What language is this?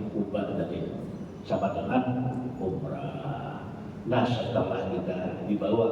Banjar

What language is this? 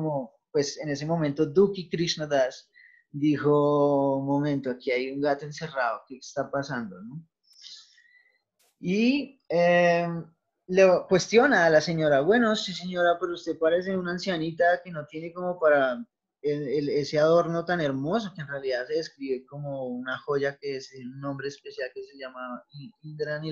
Spanish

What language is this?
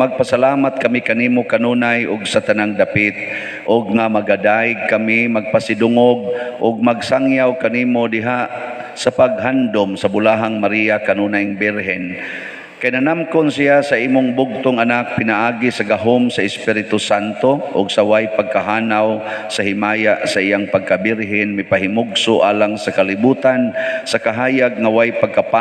Cebuano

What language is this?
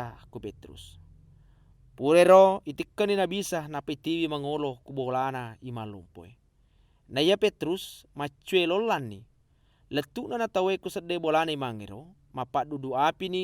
Buginese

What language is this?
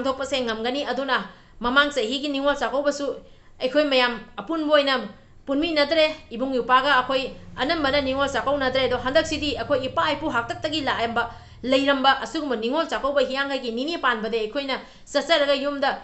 Manipuri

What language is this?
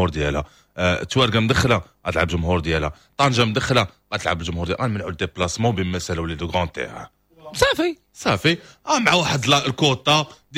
Moroccan Arabic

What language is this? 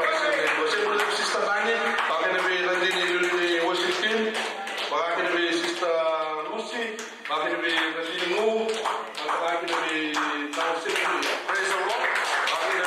Fijian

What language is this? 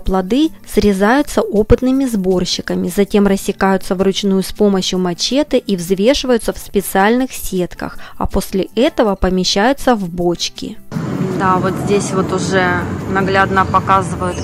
Russian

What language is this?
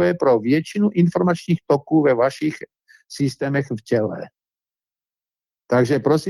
Czech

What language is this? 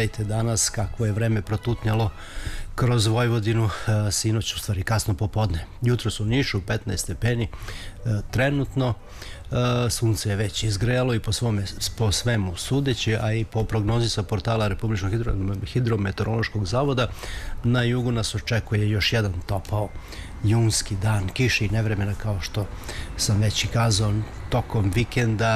Serbian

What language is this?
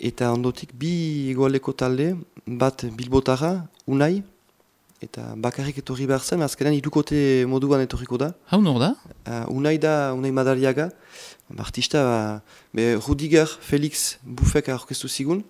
Basque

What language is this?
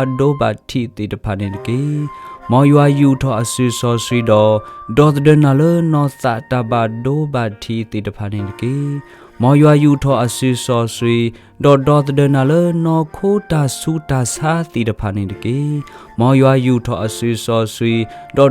S'gaw Karen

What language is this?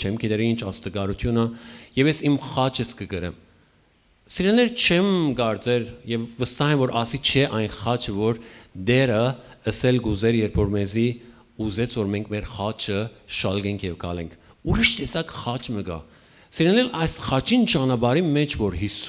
Western Armenian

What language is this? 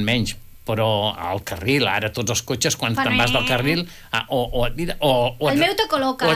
Catalan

